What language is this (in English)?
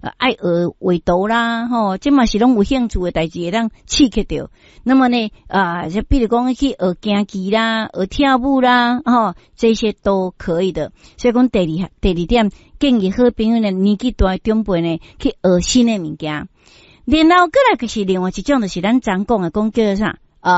Min Nan Chinese